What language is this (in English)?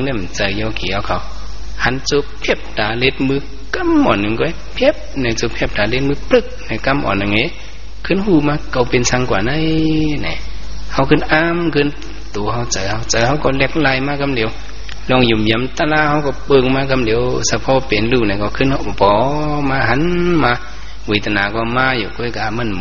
Shan